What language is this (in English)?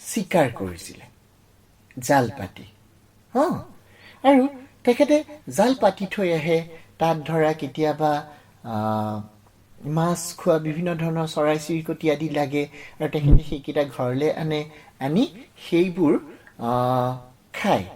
Assamese